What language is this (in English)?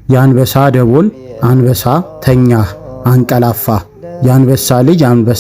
Amharic